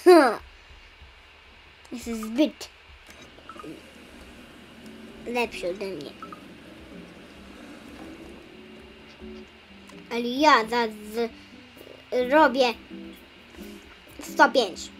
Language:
Polish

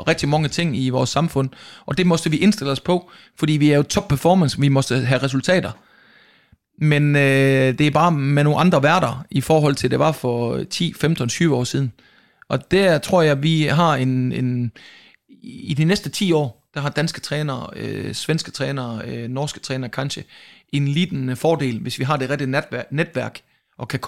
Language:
Danish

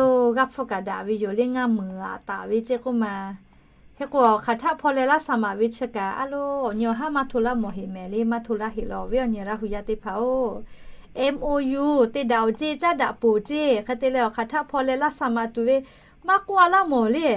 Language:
Lahu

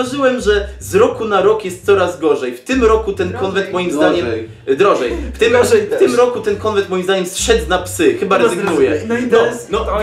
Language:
Polish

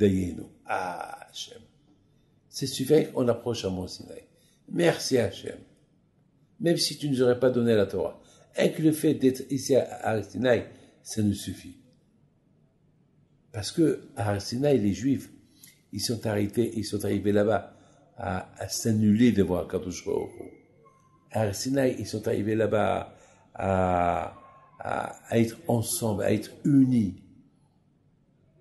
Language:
French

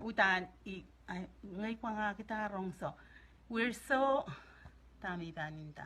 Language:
Pohnpeian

